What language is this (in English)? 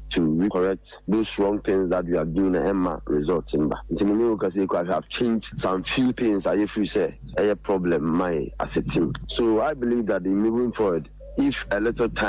Akan